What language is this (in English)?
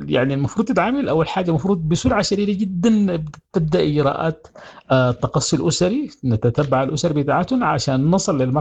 Sudanese Arabic